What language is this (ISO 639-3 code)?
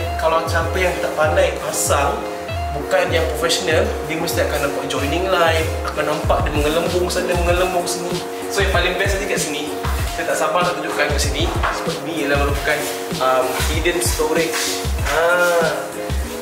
msa